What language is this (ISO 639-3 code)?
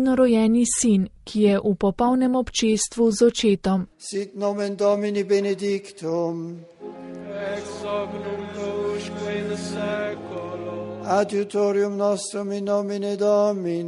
slv